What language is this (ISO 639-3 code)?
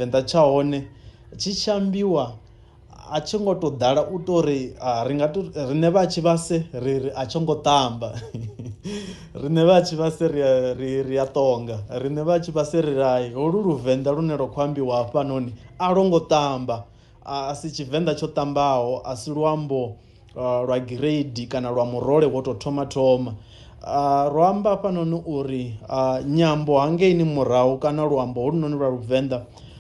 ven